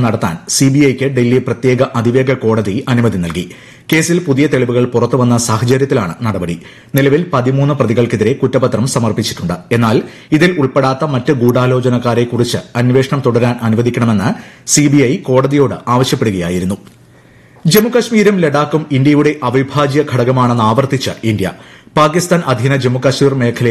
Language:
Malayalam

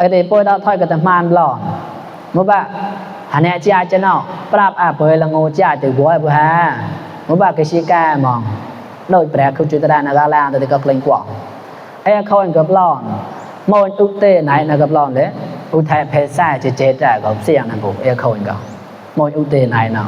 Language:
Mon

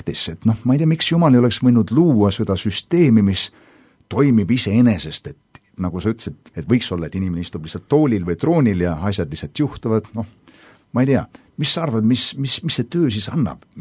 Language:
Estonian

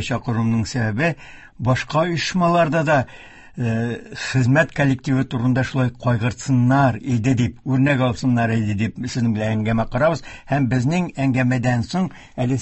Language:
Tatar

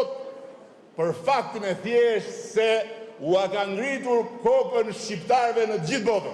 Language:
Albanian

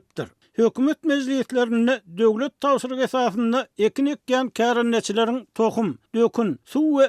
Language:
Turkmen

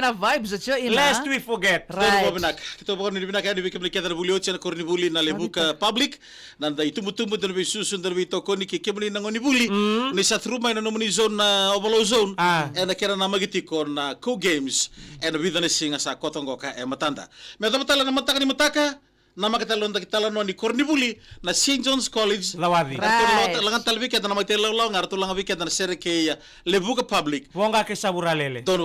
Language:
Fijian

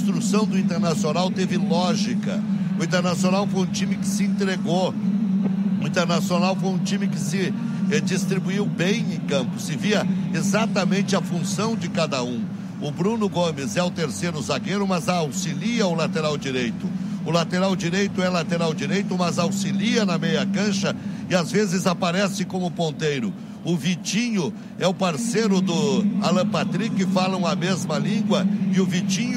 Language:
Portuguese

